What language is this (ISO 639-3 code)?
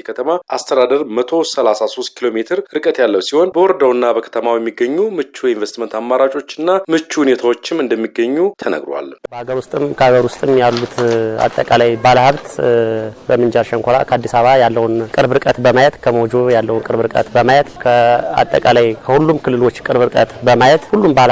amh